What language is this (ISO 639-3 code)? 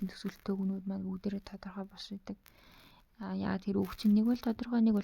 mon